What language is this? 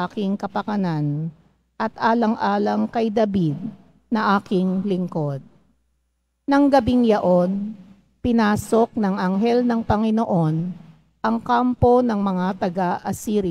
Filipino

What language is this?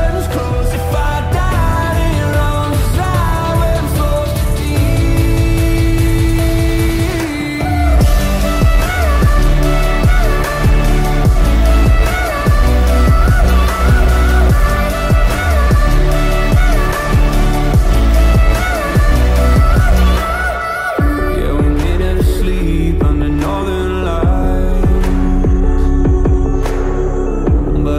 English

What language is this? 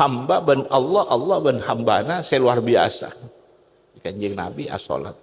Madurese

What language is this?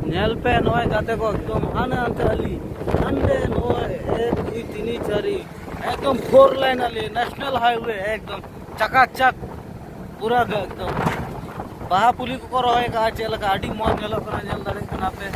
Santali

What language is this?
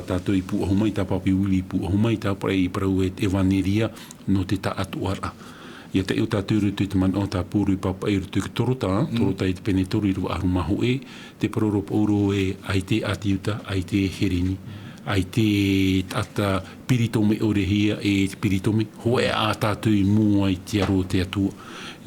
Tahitian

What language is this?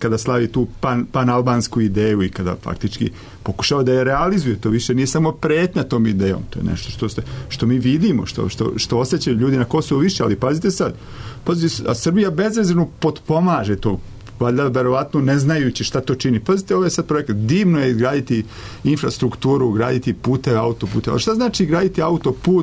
Serbian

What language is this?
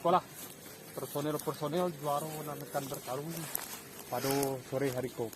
Minangkabau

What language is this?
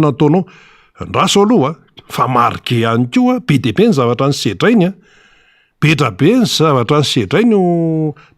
Malagasy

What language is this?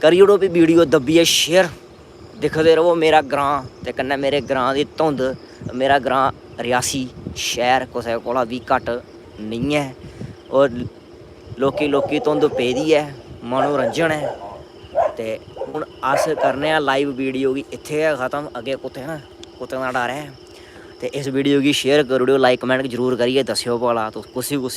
Dogri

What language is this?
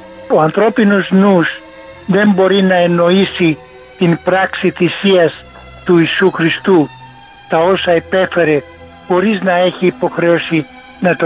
Greek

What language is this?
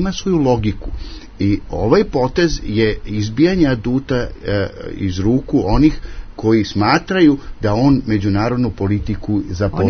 Serbian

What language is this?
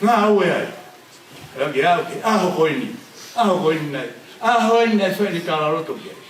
Tongan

